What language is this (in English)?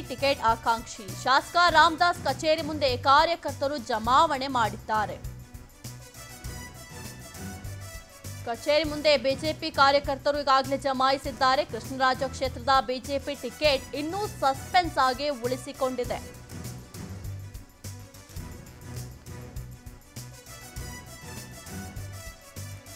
Kannada